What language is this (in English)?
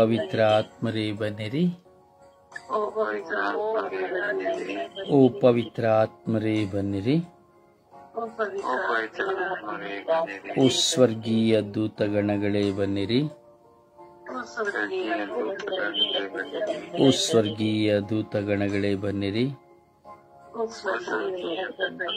Kannada